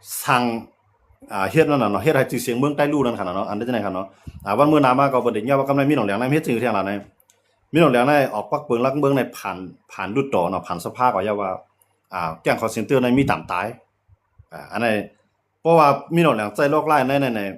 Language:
Shan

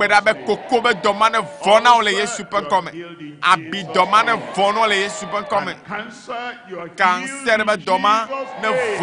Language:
Ewe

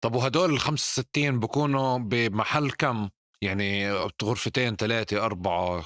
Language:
North Levantine Arabic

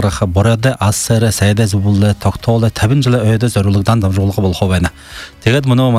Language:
Buriat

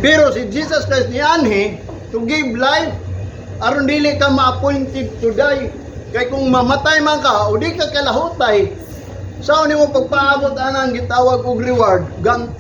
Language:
Cebuano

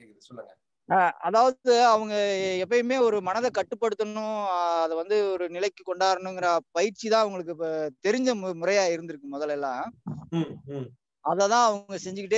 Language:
Tamil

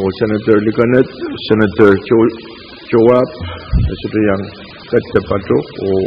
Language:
Pohnpeian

